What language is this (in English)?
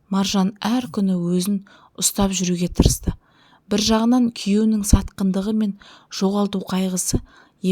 Kazakh